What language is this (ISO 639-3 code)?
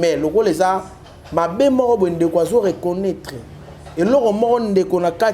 lin